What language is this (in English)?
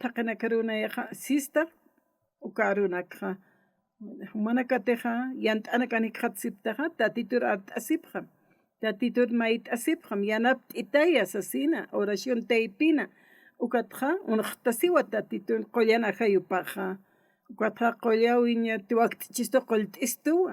Aymara